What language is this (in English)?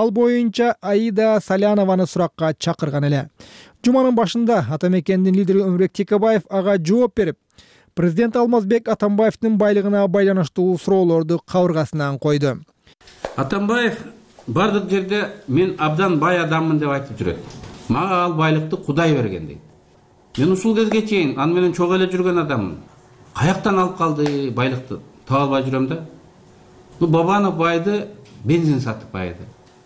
Kyrgyz